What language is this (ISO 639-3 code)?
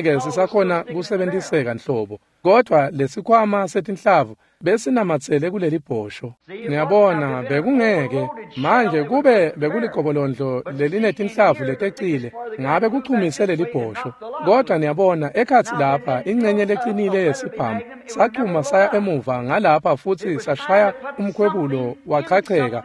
ssw